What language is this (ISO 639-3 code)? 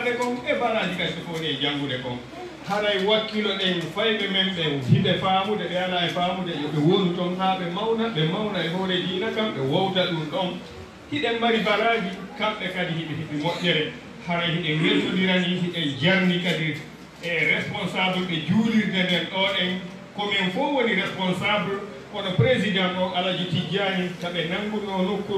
ful